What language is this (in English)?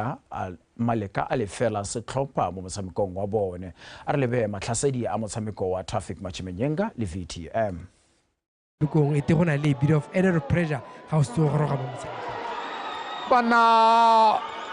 Tswana